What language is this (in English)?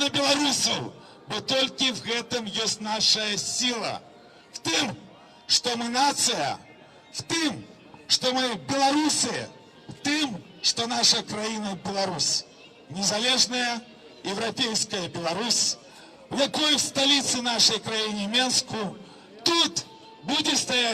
Belarusian